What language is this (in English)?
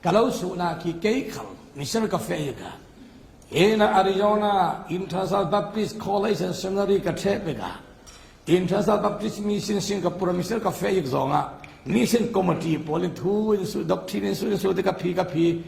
Falam Chin